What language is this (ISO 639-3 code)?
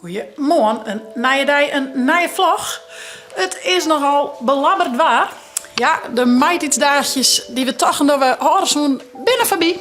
fry